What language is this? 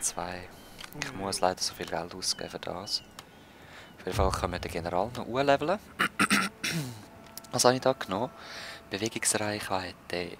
Swiss German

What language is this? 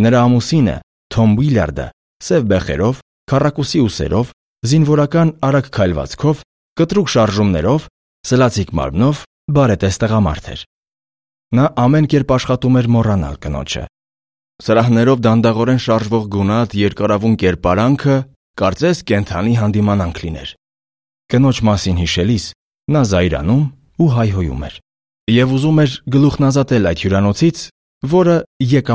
Armenian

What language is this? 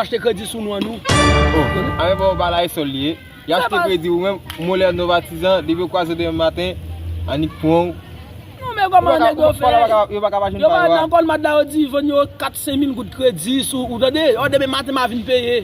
Haitian Creole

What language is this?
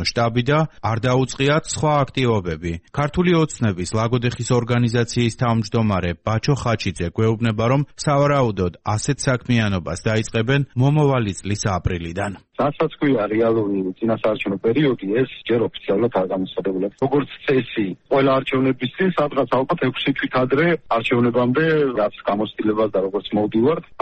Georgian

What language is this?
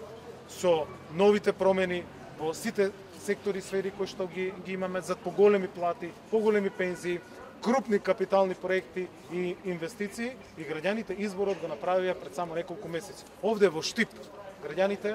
Macedonian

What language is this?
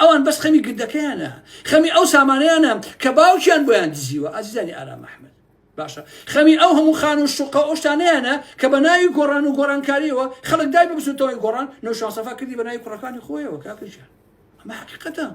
Central Kurdish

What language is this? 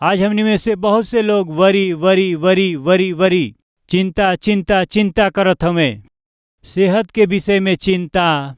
Bhojpuri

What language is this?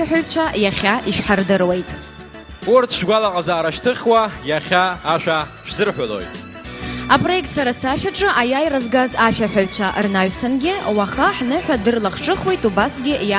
Abkhazian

